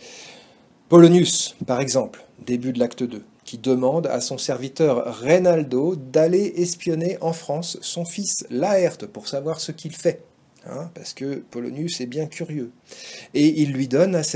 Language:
French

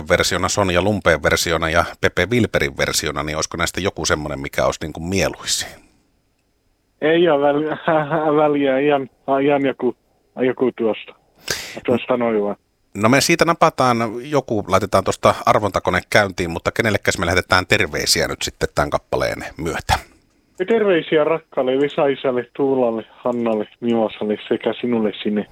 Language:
Finnish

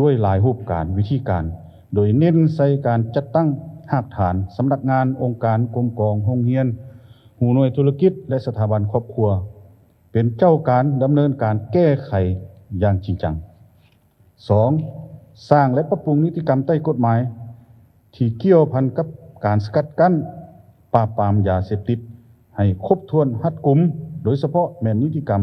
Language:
Lao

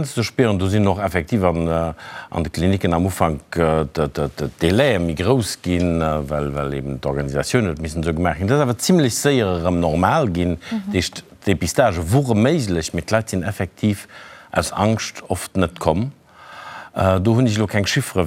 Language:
Luxembourgish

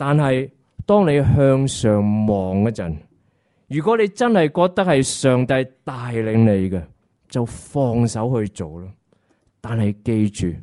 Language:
Cantonese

